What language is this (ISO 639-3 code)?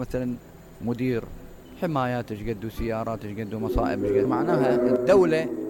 acm